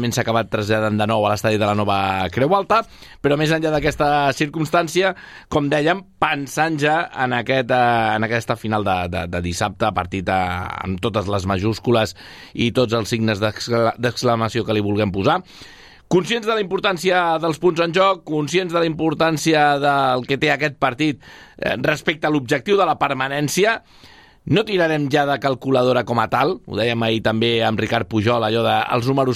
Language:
Catalan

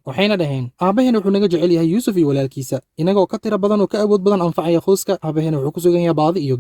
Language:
Somali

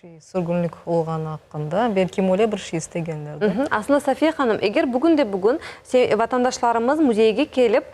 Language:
Crimean Tatar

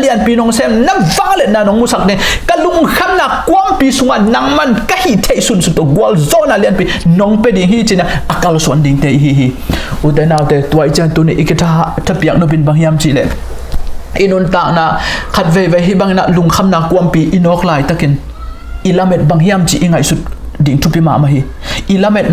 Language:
Tedim Chin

